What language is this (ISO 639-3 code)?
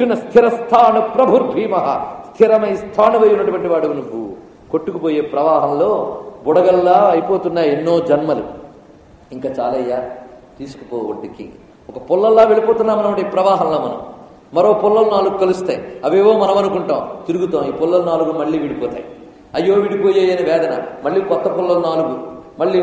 tel